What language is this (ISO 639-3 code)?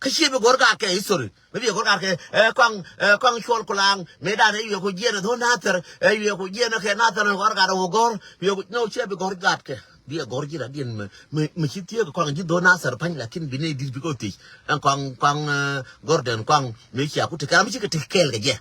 nus